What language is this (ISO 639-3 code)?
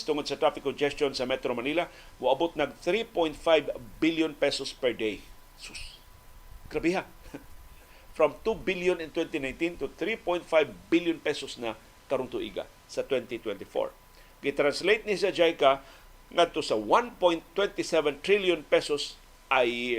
ceb